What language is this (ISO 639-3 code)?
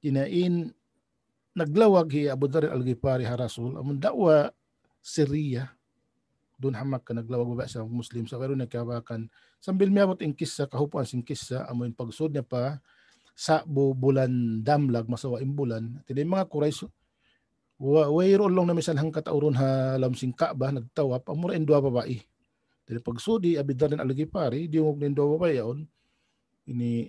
tsg